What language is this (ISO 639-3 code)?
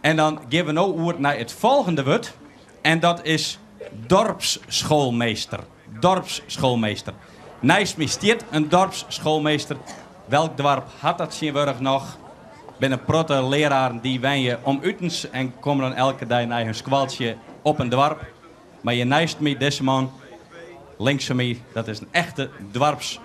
fry